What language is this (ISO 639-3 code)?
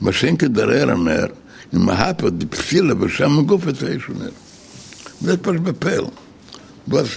yid